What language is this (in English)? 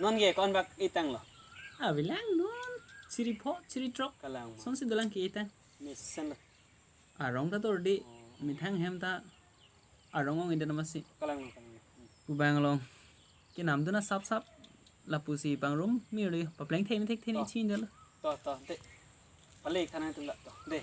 Karbi